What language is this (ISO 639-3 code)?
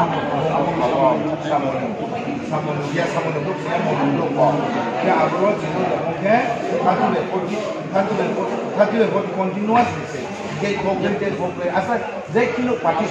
ria